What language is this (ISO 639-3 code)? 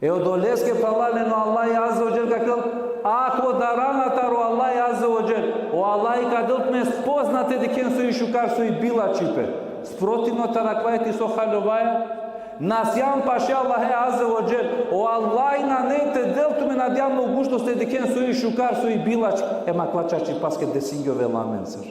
rmn